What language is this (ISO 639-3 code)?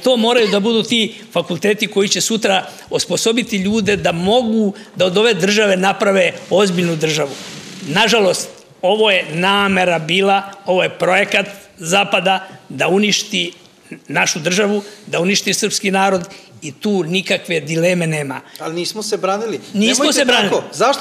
srp